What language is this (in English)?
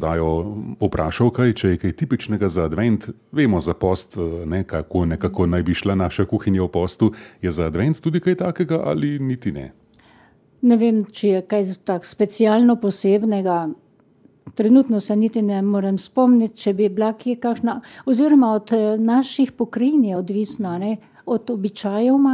Slovenian